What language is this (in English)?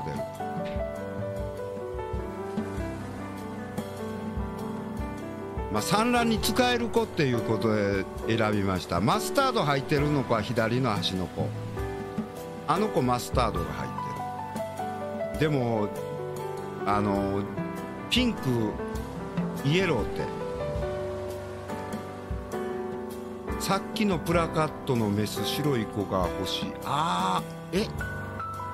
Japanese